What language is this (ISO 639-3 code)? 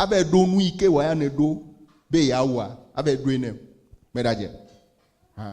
ewe